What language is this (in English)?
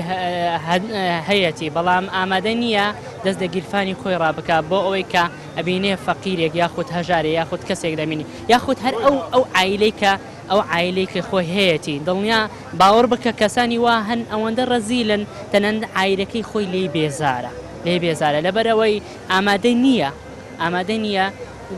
Central Kurdish